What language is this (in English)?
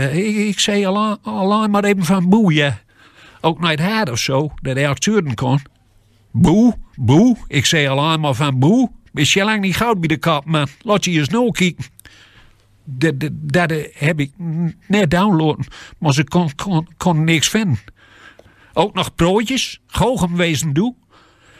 Gronings